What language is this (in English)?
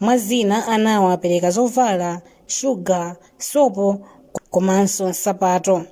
Nyanja